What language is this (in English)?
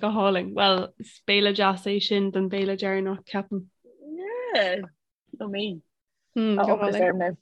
Irish